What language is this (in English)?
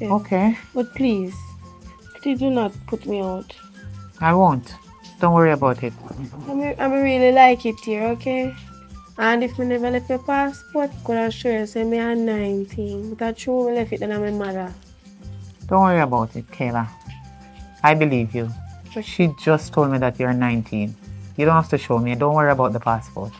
Jamaican Creole English